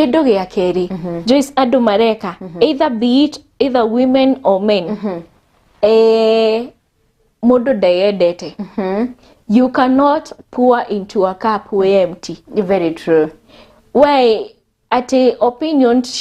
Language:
Kikuyu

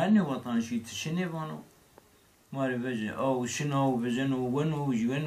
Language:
Zaza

